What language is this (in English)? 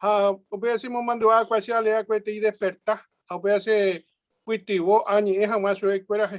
Guarani